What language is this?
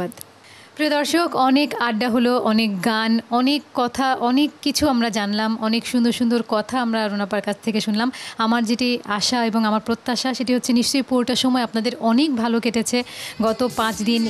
Bangla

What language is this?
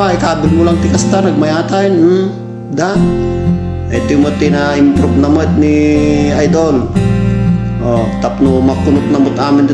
Iloko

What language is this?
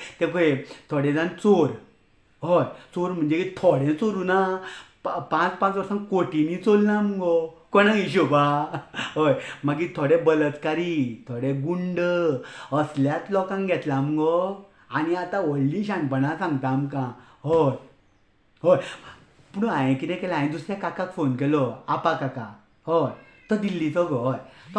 Konkani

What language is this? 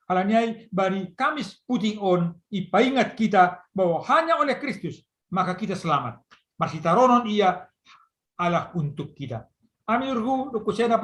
Batak Simalungun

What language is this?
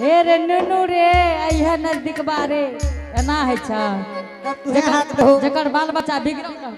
Angika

